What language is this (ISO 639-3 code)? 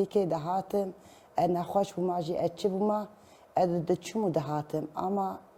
kur